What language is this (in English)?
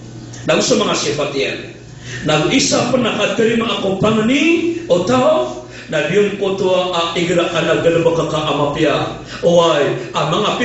Maranao